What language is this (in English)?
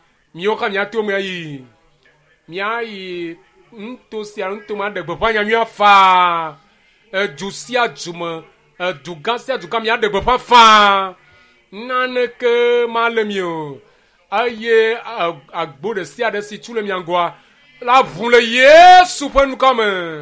Ewe